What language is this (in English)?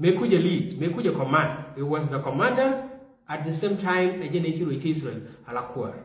Nuer